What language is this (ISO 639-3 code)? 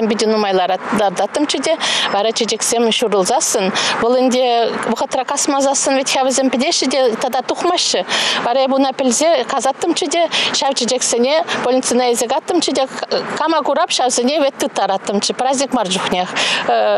chv